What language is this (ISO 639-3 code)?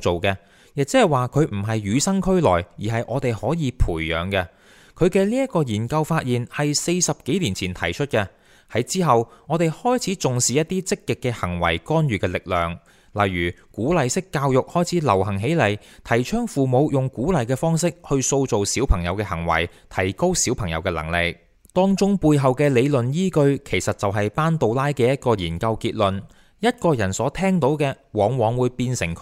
yue